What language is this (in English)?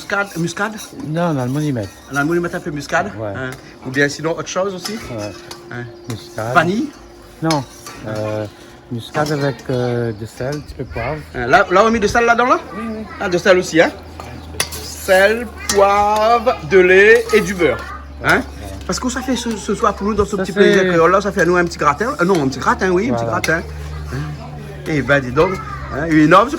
Réunion Creole French